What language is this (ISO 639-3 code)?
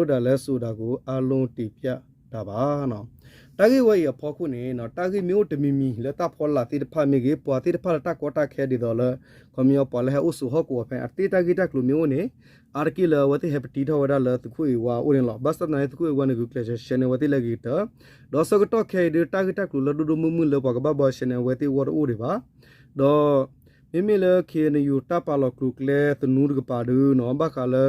ksw